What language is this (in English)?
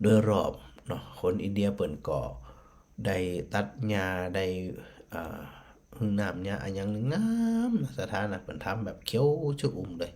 Northern Thai